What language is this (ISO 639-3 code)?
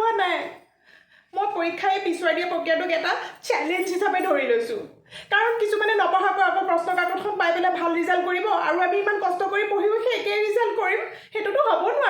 asm